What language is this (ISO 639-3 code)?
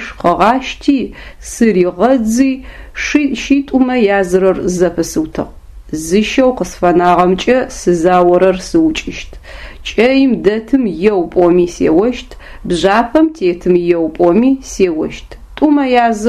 ady